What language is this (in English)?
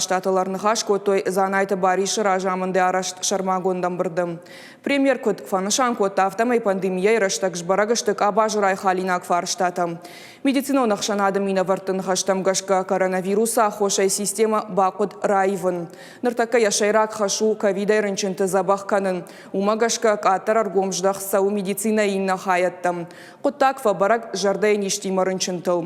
Ossetic